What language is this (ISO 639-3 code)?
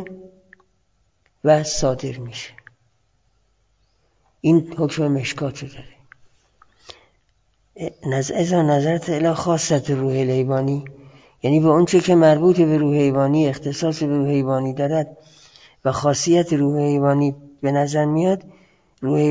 fas